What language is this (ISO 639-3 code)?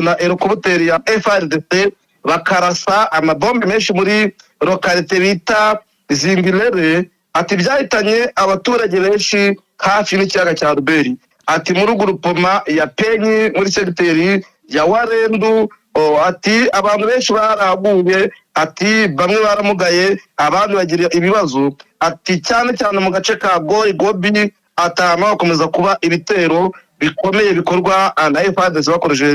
kin